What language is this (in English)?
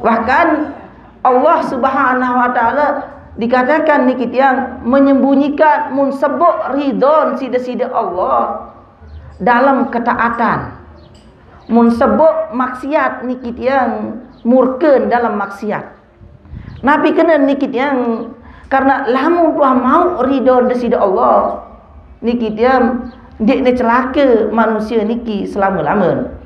Sasak